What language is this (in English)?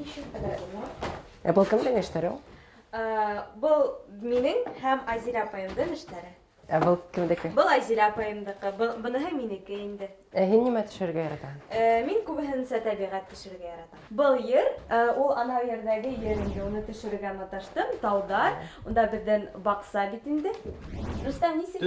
Bashkir